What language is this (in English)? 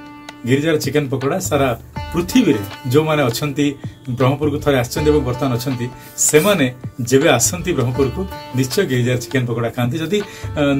Odia